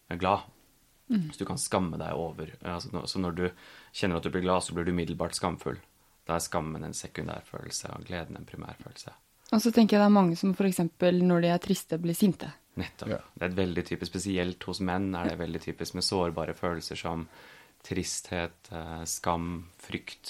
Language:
Norwegian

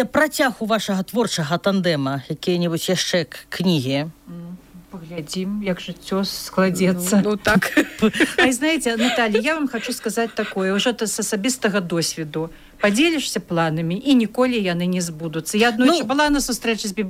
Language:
Belarusian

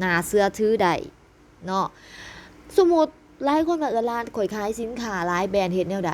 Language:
Lao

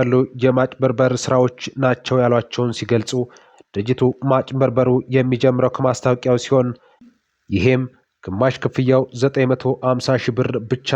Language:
Amharic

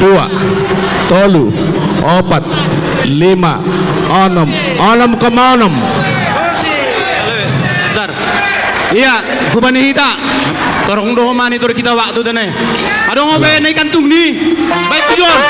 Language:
Batak Simalungun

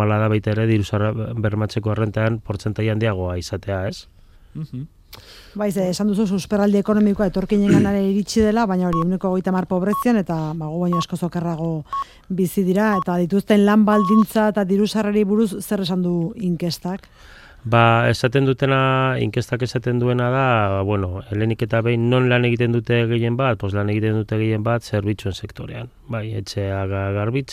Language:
Basque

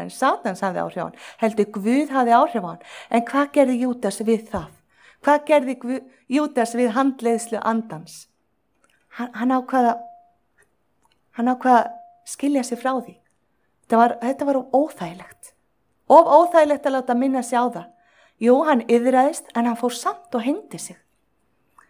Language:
Icelandic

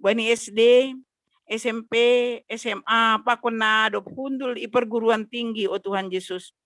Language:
Batak Simalungun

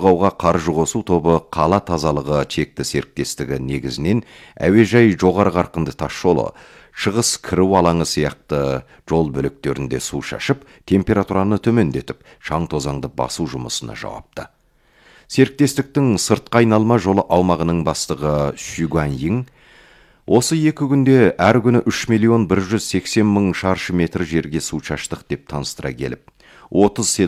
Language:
Kazakh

